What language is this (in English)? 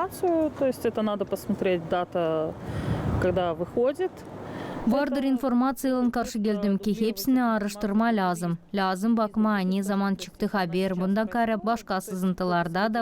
Gagauz